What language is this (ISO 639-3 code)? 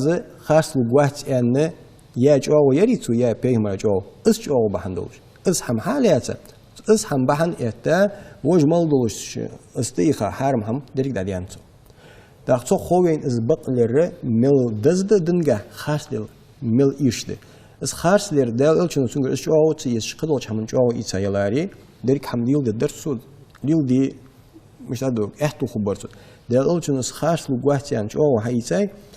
inh